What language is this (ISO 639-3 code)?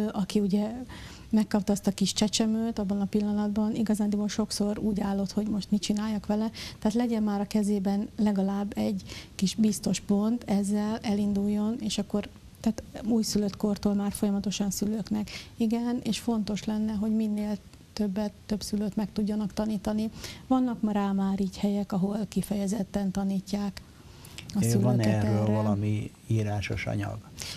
hun